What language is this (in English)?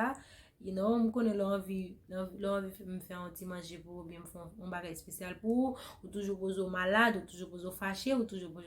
Haitian Creole